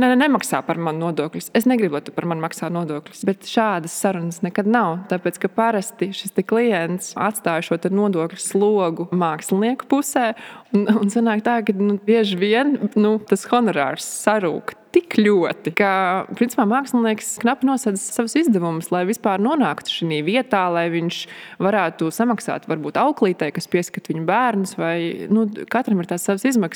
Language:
Latvian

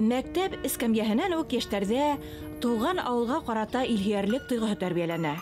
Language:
Bashkir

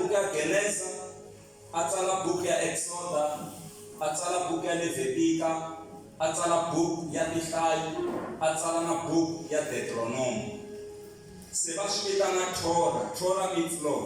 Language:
Tsonga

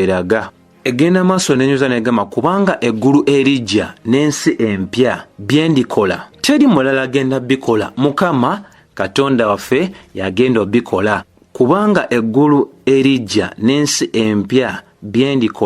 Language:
Ganda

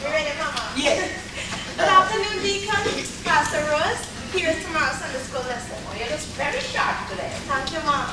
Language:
Jamaican Creole English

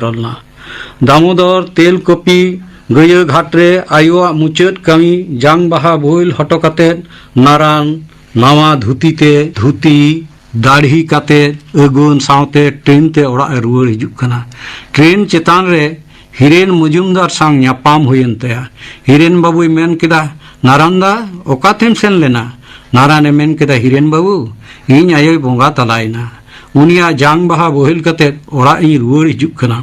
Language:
Santali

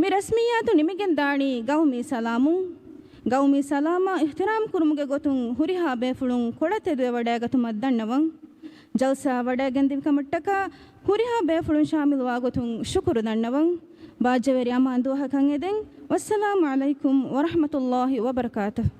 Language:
Divehi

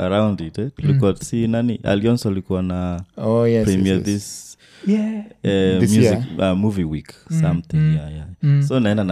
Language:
Swahili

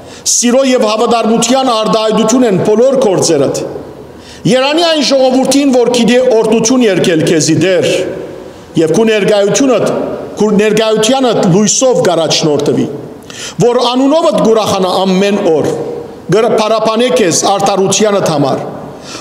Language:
Western Armenian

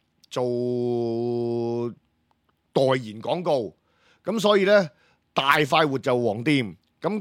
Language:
Cantonese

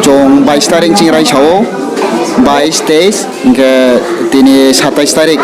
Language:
Riang (India)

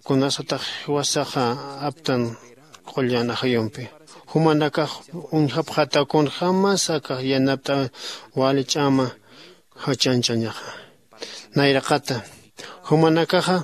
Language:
Aymara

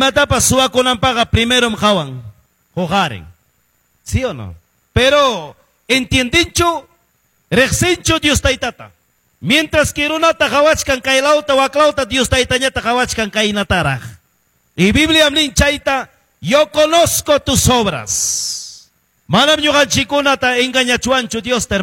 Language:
Quechua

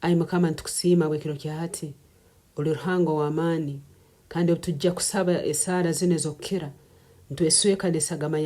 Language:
Nyankole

